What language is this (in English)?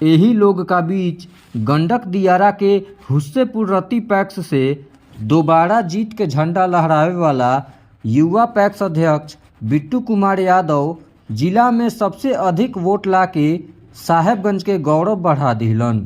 Bhojpuri